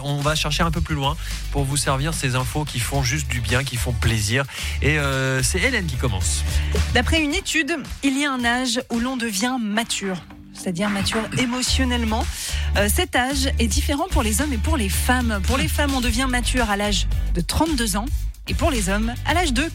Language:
French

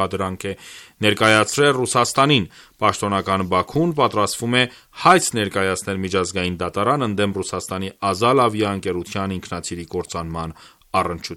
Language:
Armenian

